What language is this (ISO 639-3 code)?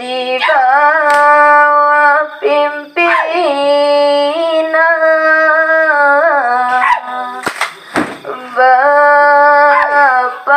min